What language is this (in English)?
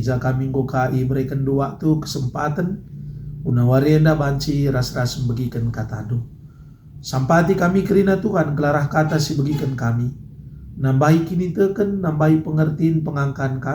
Batak Karo